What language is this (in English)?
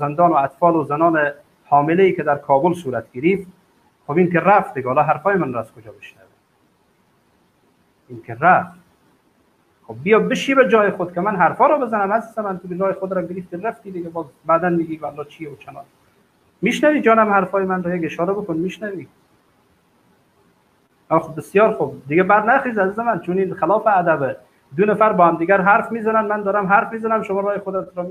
Persian